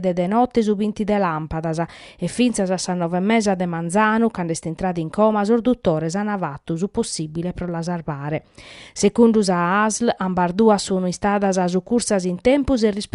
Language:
Sardinian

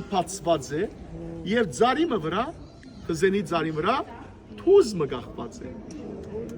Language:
Western Armenian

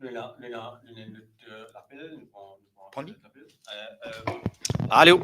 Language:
Morisyen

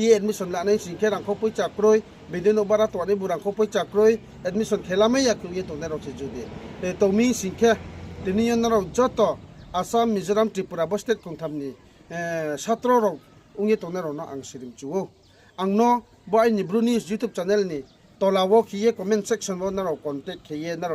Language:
Riang (India)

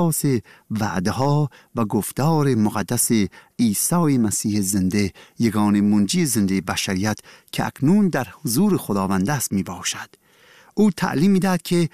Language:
Persian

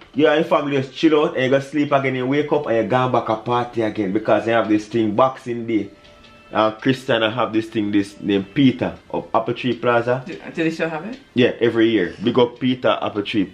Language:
Jamaican Creole English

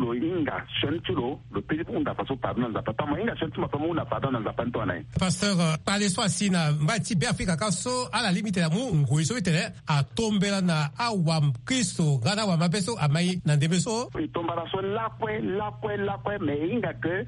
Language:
Sango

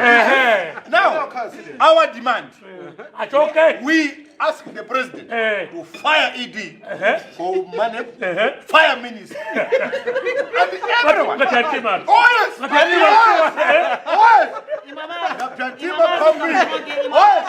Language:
Nyanja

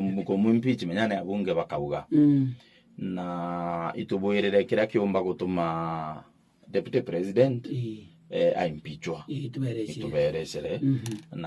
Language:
Meru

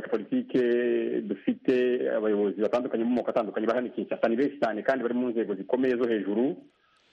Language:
Kinyarwanda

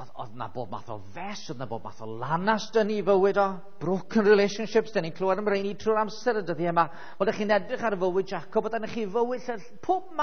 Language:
Welsh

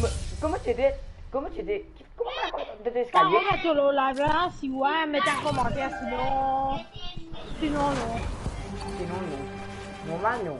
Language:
Morisyen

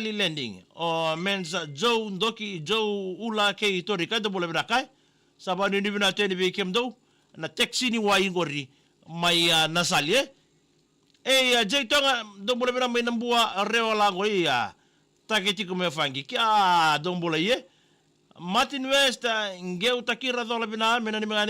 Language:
Fijian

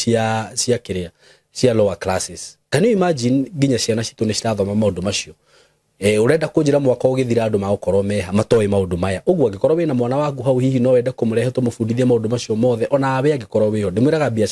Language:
Kikuyu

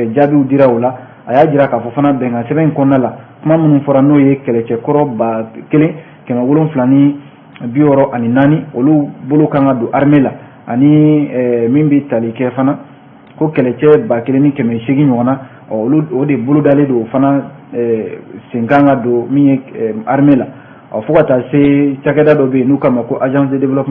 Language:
Bambara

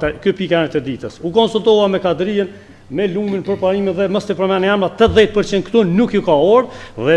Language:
Albanian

